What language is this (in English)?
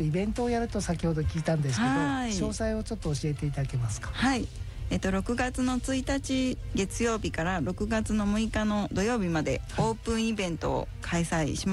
Japanese